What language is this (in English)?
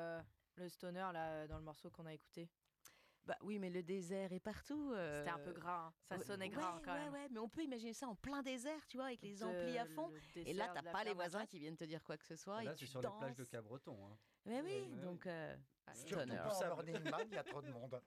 French